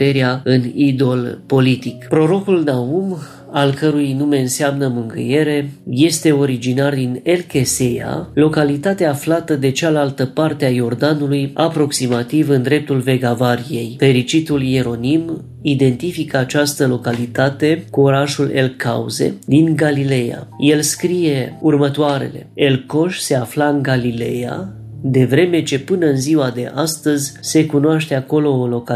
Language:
Romanian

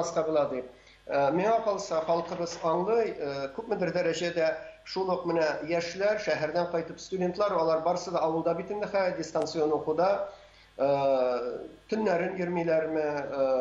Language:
Tatar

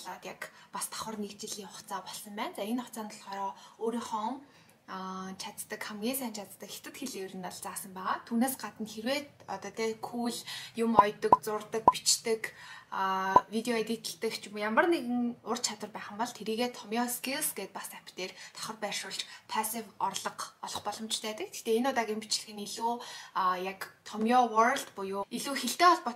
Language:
Mongolian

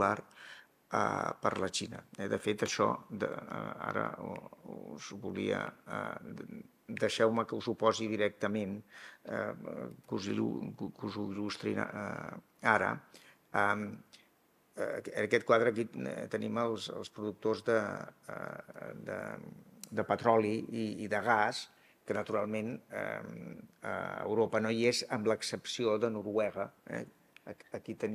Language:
Catalan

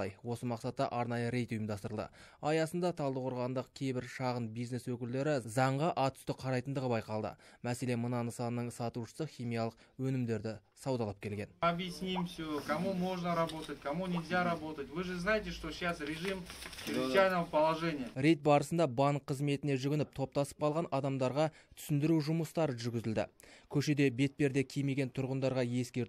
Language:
Kazakh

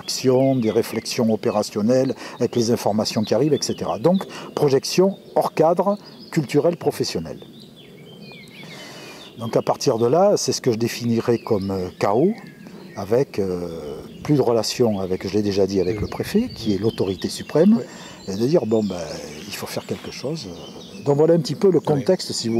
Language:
French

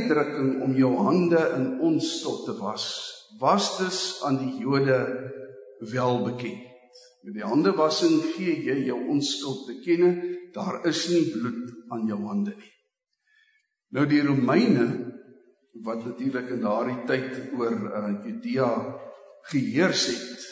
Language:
Afrikaans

